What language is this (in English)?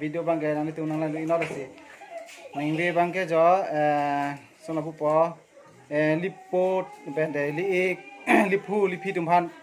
Karbi